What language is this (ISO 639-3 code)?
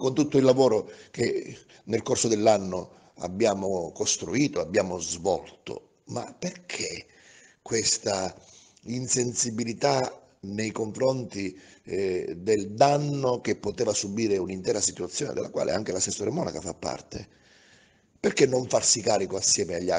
ita